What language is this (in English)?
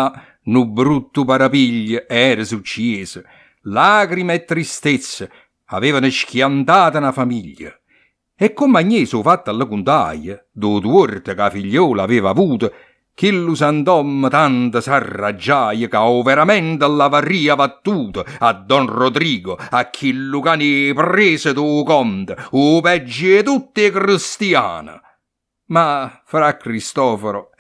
Neapolitan